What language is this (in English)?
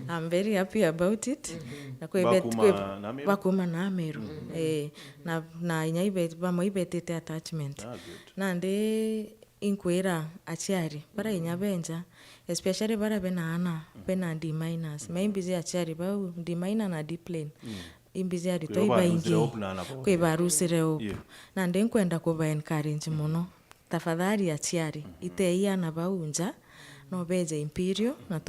Meru